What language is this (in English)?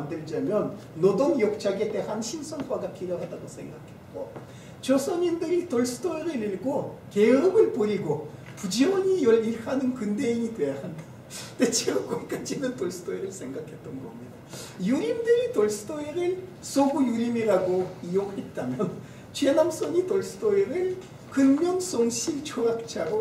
Korean